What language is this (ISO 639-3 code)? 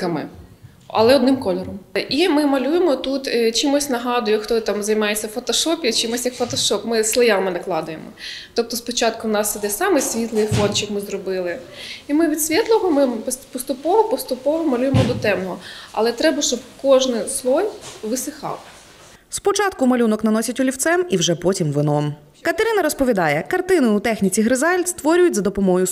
ukr